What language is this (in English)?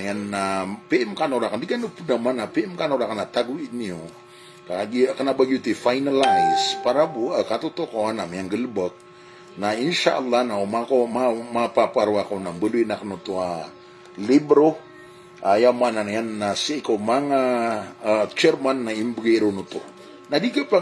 Maranao